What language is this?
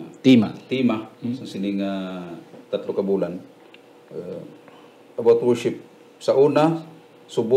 Hiligaynon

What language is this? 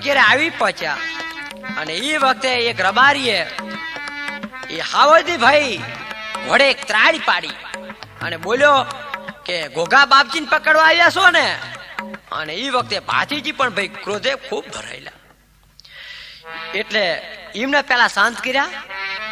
Gujarati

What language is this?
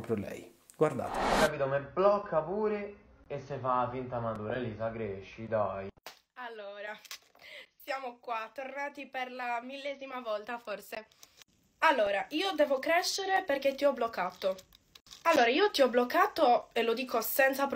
Italian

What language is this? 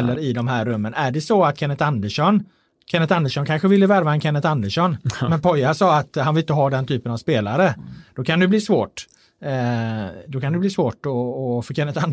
Swedish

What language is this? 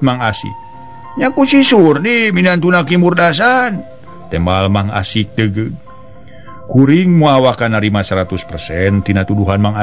Sundanese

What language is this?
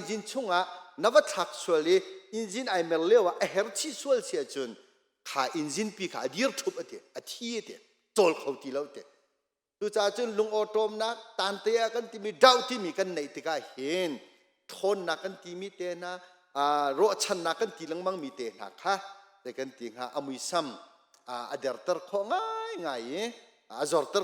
Hakha Chin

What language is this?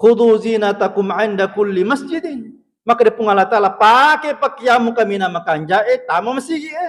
Buginese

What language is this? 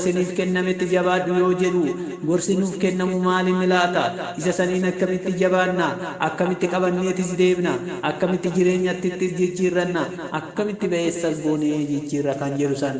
Oromo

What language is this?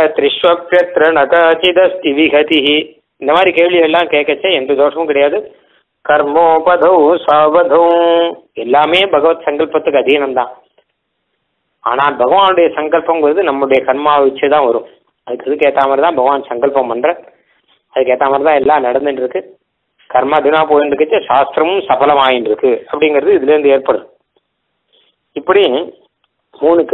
Tamil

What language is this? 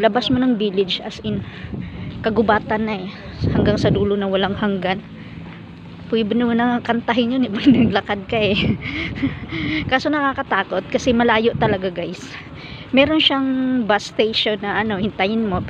Filipino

